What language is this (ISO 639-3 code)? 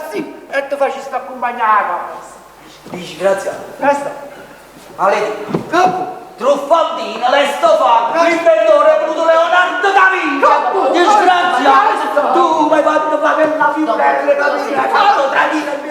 nap